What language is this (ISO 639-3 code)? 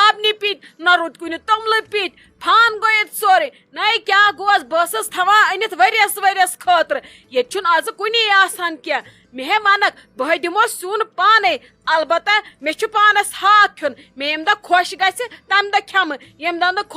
kas